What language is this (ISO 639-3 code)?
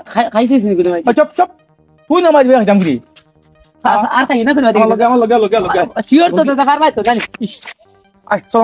syl